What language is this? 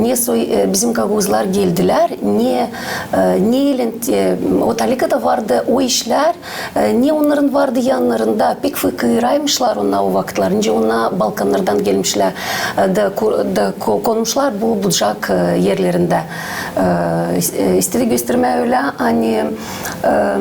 Gagauz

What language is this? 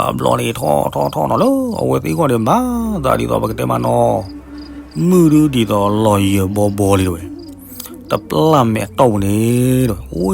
S'gaw Karen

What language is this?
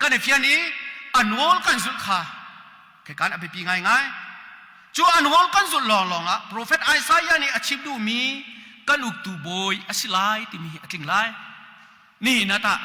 Hakha Chin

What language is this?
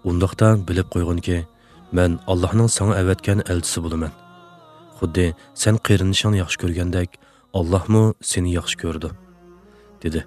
Uyghur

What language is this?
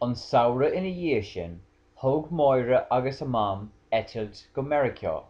Irish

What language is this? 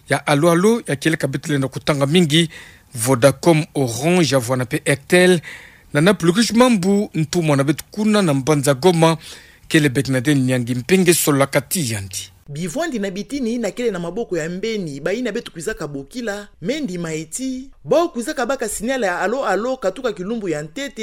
Kituba (Democratic Republic of Congo)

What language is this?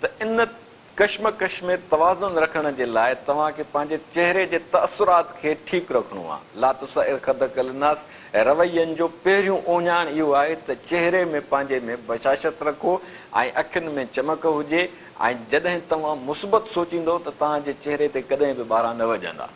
Sindhi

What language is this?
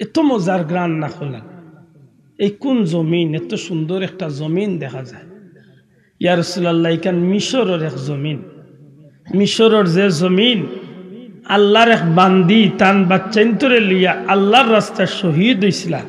Sylheti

